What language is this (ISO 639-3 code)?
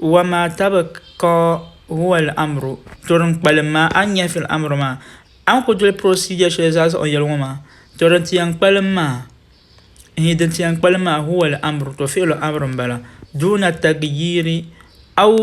dag